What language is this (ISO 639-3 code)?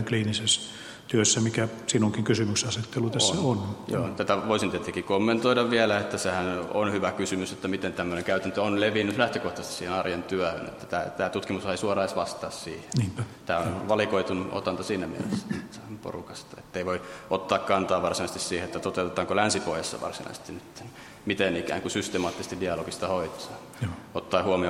fin